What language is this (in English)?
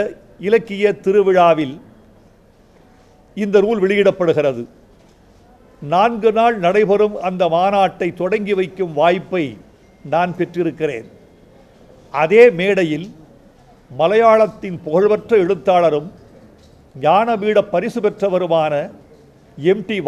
Tamil